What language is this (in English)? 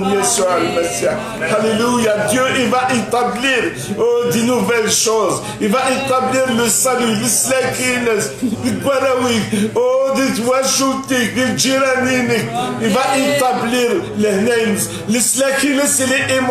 Kabyle